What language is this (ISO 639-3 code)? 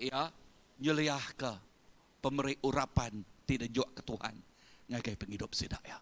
iba